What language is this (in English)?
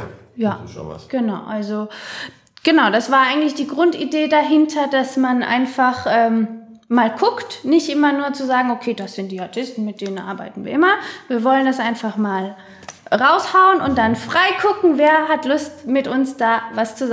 German